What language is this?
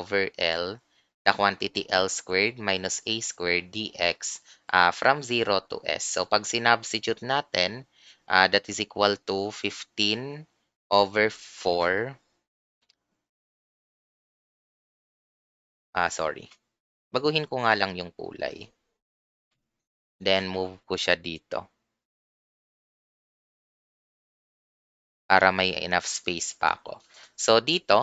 Filipino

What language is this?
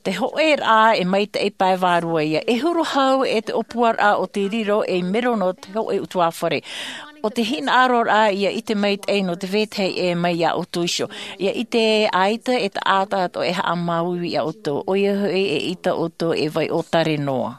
Tahitian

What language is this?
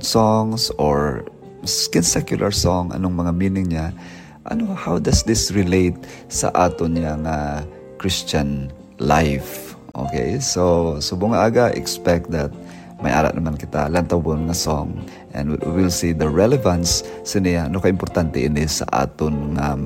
Hiligaynon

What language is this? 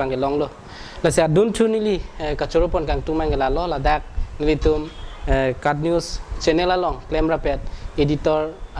Karbi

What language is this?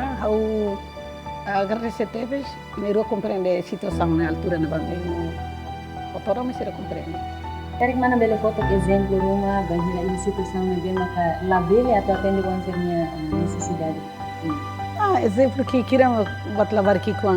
Tetum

